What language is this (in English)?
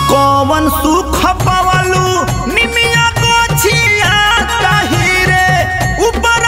Bhojpuri